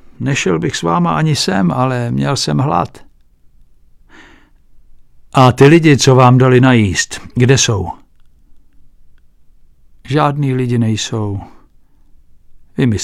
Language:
Czech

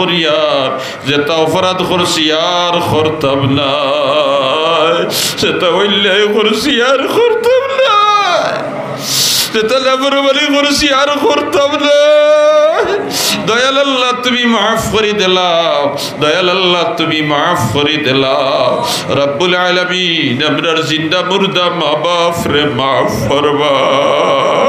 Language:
Sylheti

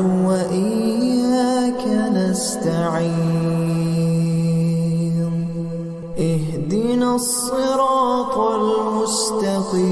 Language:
Arabic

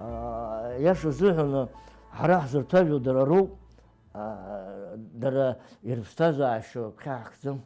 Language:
Abkhazian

